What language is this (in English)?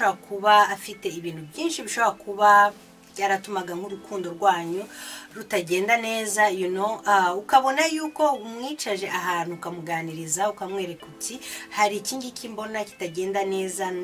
Kinyarwanda